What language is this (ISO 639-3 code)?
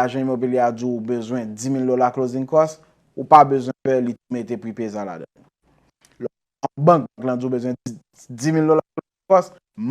hat